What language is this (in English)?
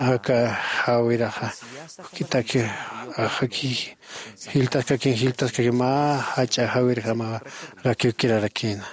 Aymara